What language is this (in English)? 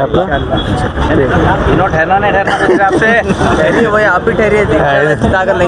Hindi